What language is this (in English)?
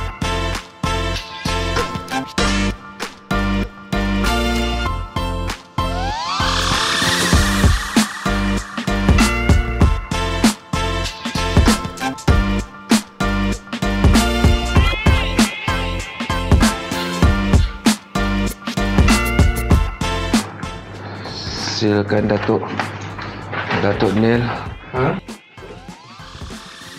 Malay